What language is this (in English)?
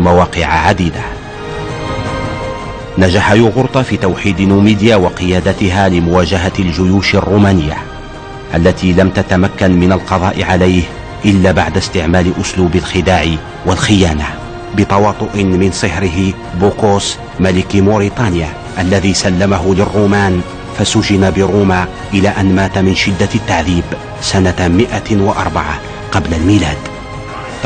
Arabic